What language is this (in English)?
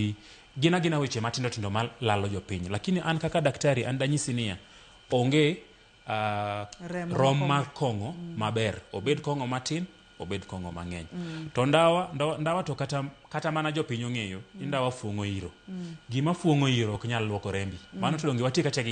Luo (Kenya and Tanzania)